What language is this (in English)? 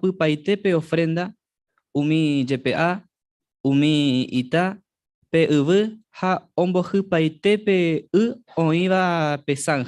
Guarani